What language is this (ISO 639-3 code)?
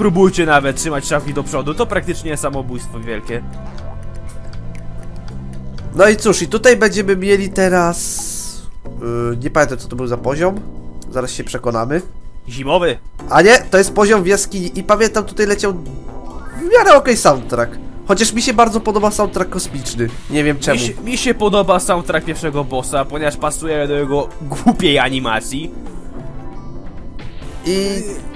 pol